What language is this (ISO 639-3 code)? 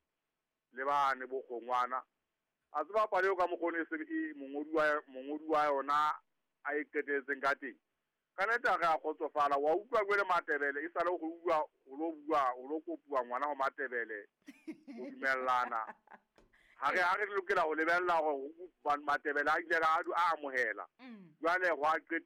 sot